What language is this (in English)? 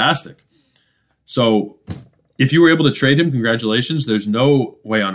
English